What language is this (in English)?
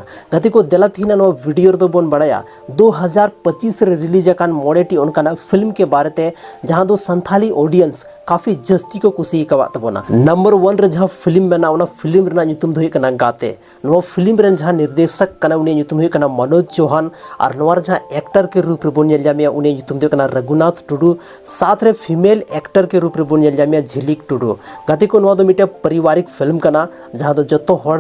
Santali